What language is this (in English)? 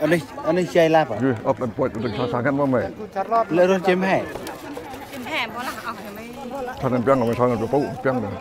Central Mnong